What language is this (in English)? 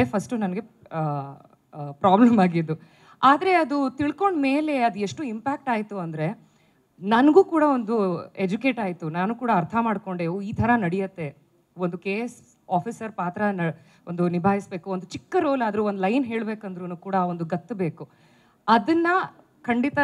Kannada